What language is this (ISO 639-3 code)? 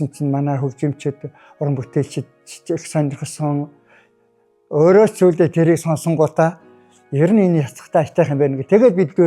mon